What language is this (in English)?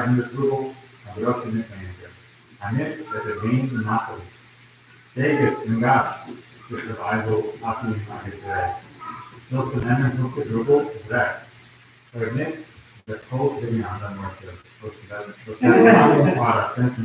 Yiddish